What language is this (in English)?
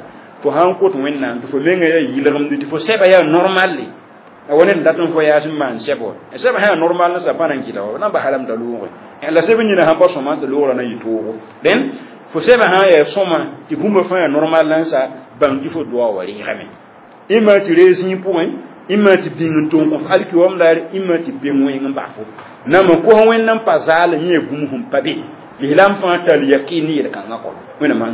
Mossi